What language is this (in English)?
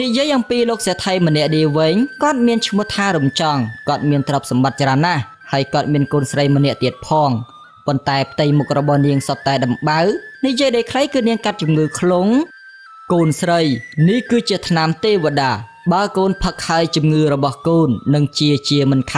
Khmer